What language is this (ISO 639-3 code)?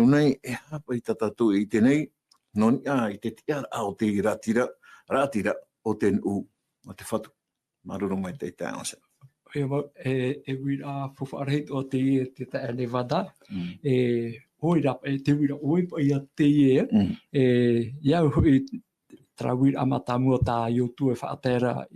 tah